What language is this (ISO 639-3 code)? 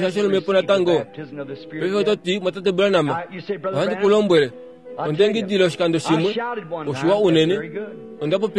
kua